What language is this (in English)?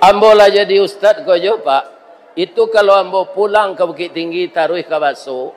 Minangkabau